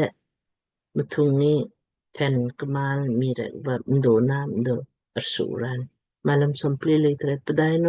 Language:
Lamkang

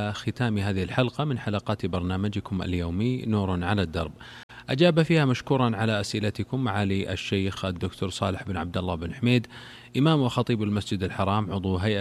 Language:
Arabic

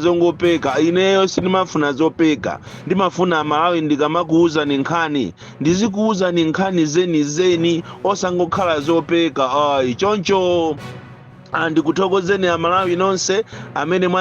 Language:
Nyanja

